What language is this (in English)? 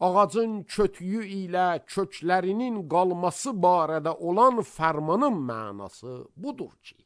Azerbaijani